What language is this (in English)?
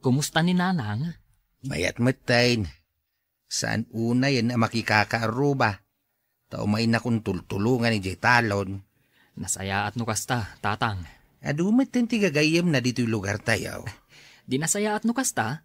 Iloko